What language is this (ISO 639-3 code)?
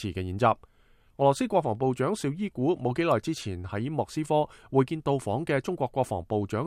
yue